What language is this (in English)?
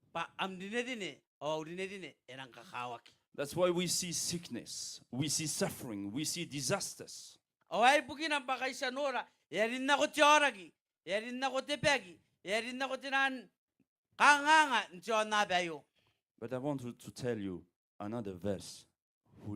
Gilbertese